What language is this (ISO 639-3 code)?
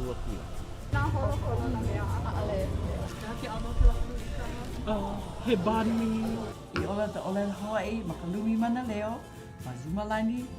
haw